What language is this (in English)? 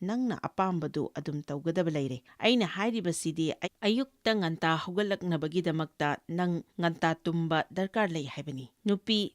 Manipuri